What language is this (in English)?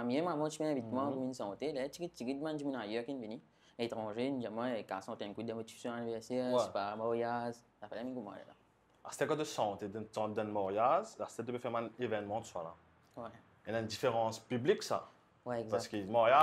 Morisyen